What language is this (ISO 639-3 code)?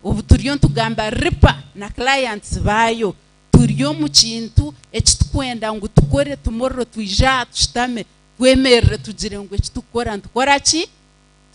nyn